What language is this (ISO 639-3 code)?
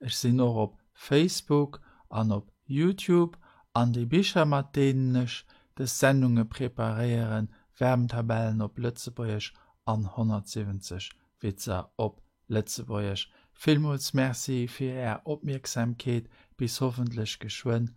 ltz